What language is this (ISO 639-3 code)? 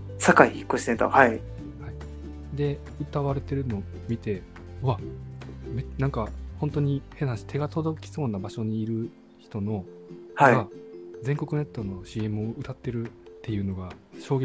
jpn